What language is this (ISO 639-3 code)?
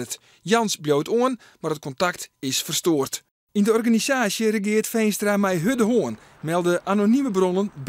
fry